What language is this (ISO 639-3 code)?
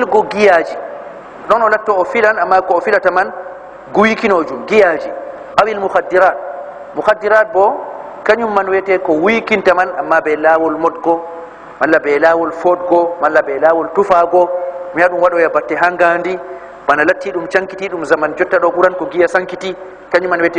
ful